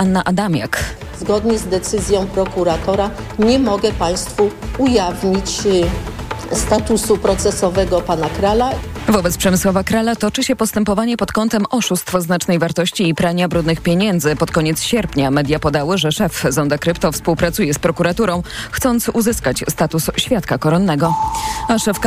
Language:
Polish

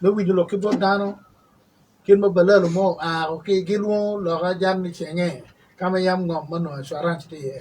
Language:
Acoli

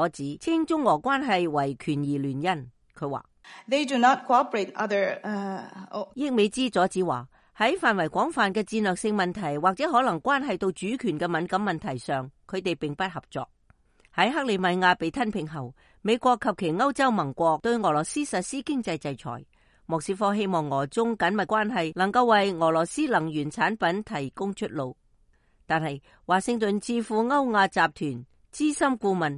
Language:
Cantonese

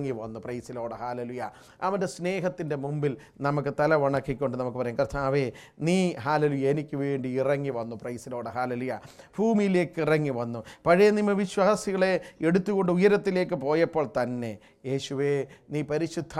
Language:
Malayalam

